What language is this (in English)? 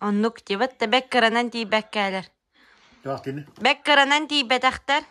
Yakut